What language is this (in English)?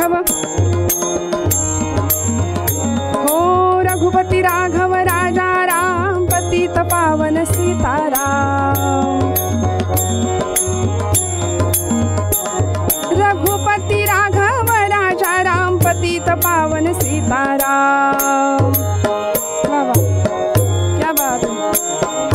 Marathi